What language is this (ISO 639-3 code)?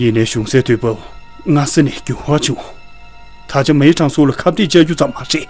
bod